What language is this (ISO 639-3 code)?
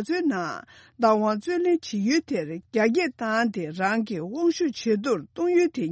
bod